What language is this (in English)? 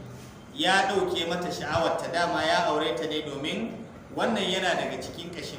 Hausa